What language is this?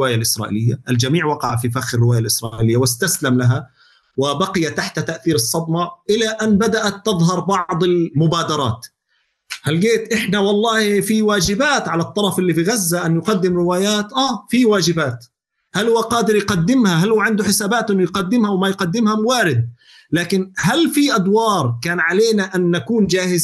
North Levantine Arabic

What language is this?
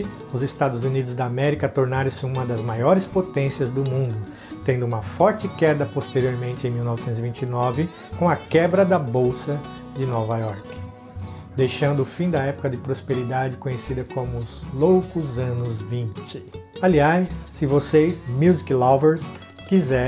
Portuguese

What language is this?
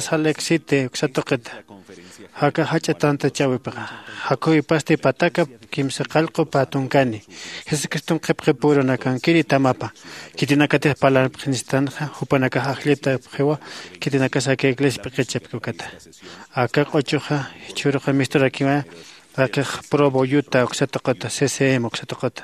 Aymara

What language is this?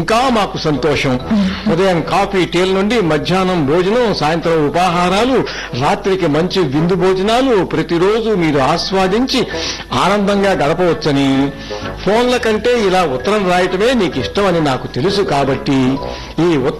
Telugu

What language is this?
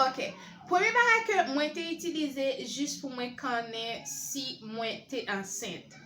Haitian Creole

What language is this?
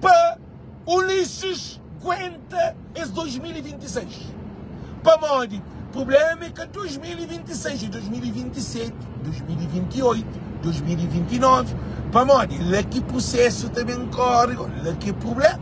Kabuverdianu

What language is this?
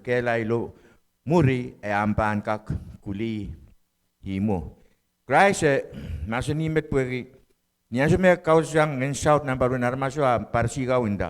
Pohnpeian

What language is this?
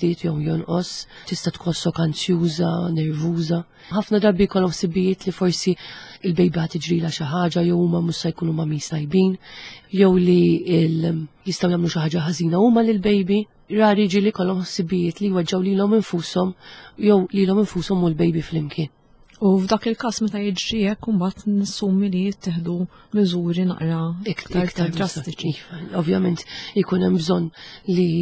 Maltese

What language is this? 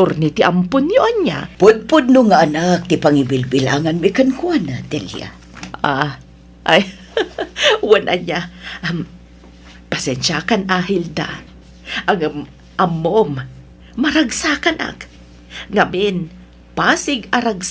Iloko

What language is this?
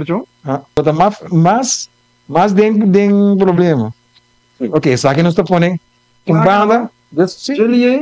Papiamento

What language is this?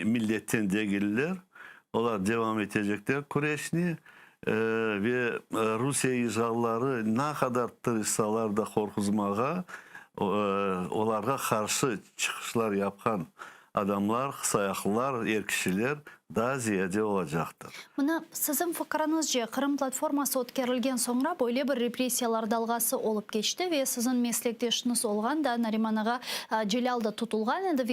Crimean Tatar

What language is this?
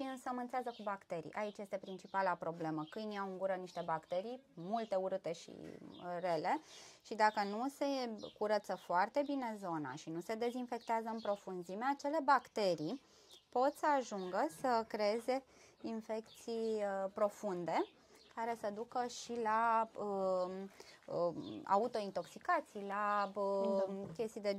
Romanian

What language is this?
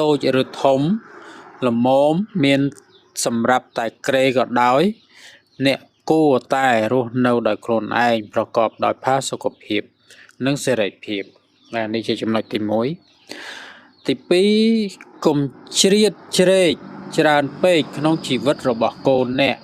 Khmer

